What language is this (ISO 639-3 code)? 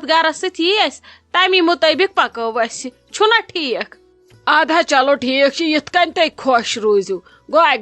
kas